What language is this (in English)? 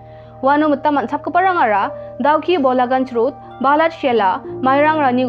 Garo